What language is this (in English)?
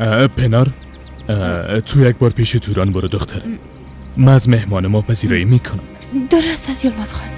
Persian